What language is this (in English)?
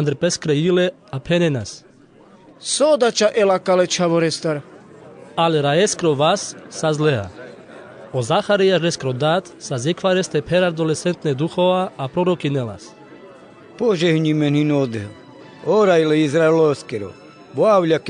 Carpathian Romani